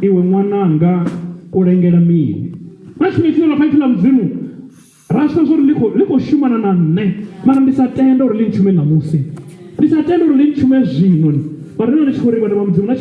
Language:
Venda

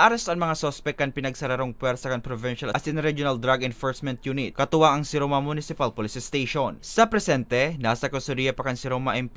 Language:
Bikol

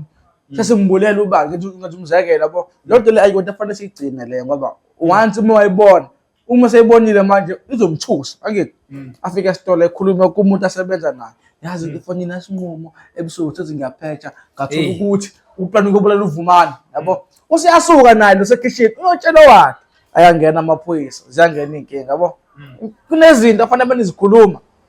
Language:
Zulu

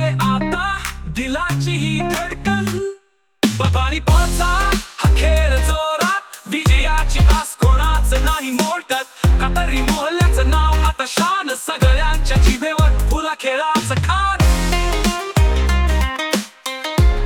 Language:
Marathi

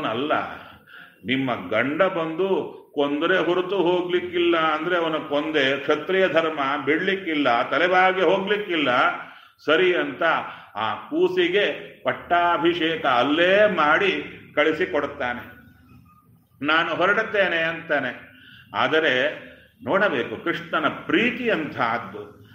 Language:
Kannada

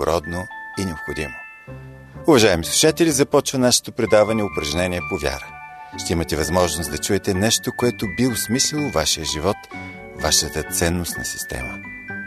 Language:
Bulgarian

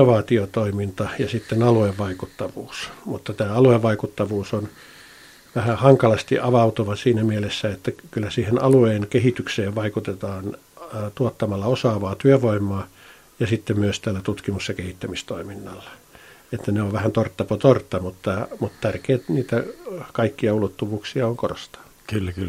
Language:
Finnish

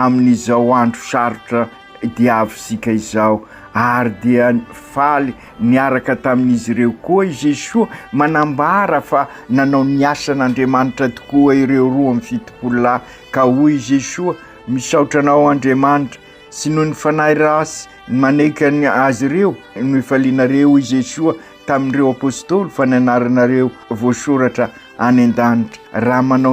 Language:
Malagasy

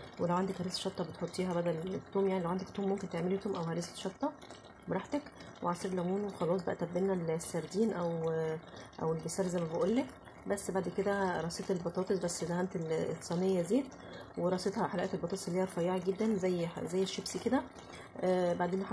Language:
Egyptian Arabic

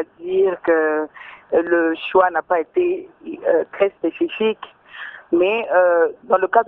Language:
French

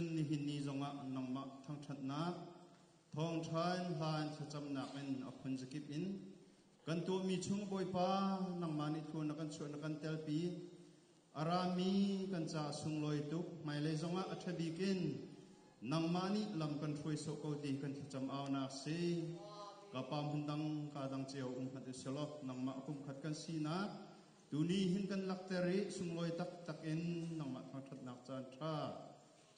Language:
Hakha Chin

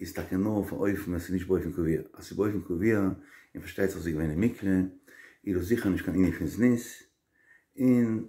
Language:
Yiddish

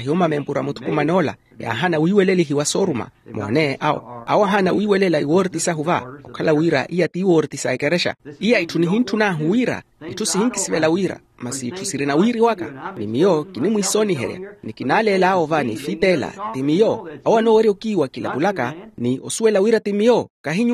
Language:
Makhuwa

